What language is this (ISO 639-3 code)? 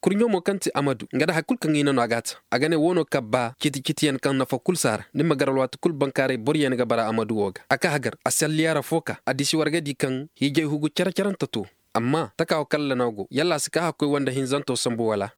ses